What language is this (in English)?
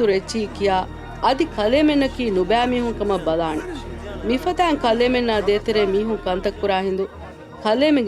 Divehi